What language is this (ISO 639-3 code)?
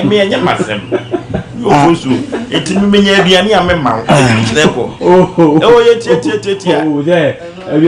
aka